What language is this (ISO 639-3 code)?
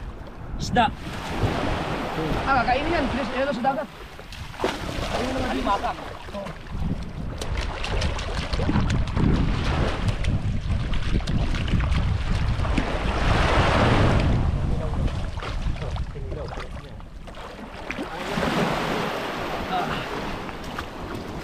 fil